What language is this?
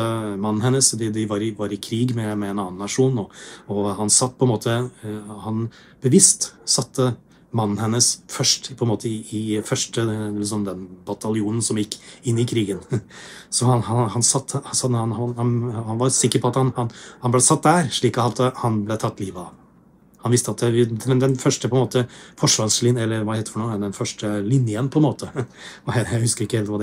Norwegian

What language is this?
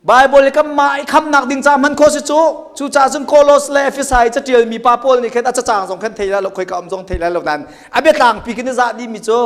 Hakha Chin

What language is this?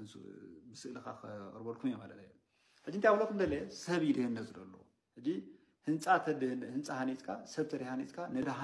Tigrinya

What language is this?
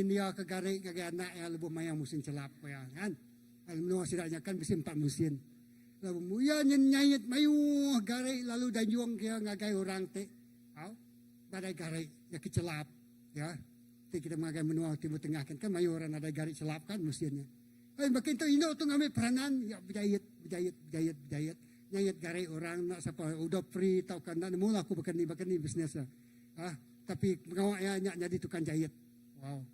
Iban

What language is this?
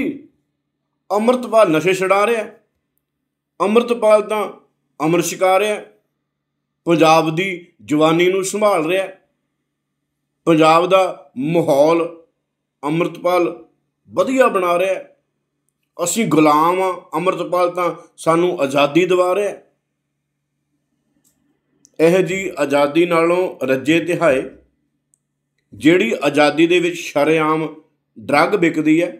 Punjabi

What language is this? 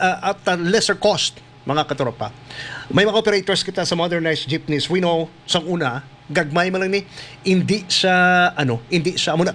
Hiligaynon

